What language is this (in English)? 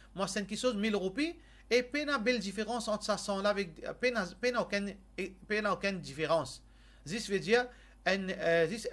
Morisyen